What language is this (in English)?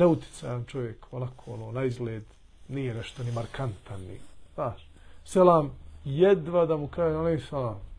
Bosnian